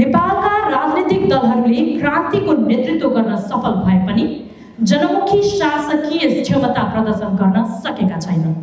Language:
Nepali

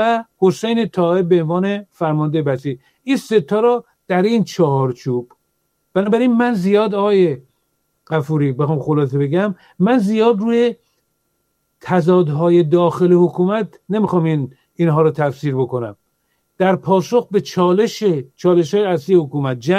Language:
Persian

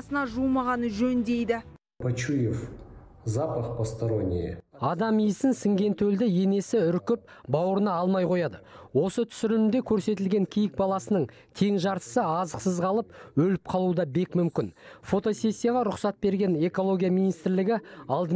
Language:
Kazakh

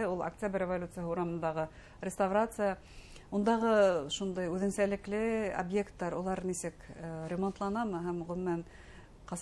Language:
Bashkir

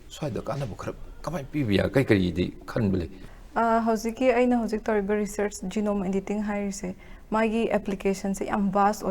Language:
Manipuri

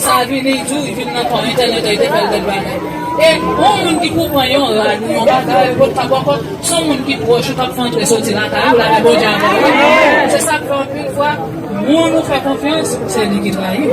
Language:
Haitian Creole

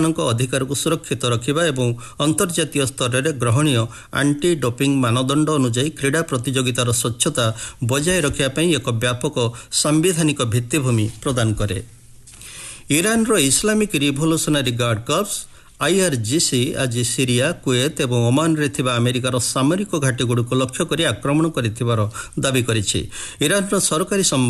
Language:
Odia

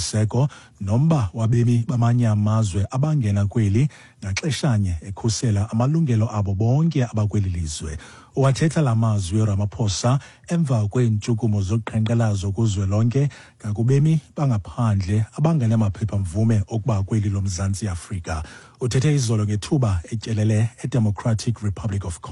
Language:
Xhosa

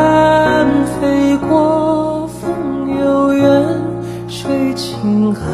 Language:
Chinese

